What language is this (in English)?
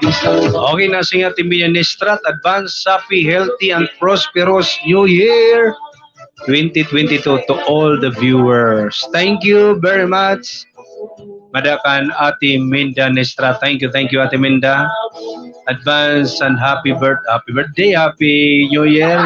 Waray